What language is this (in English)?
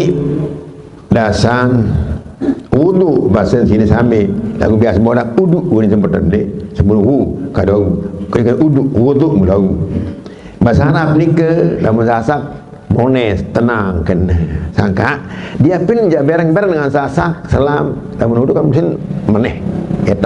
Sasak